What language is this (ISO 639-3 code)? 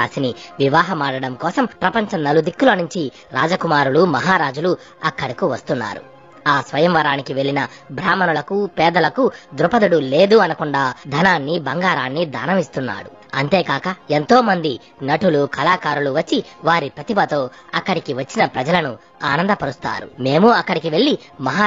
tel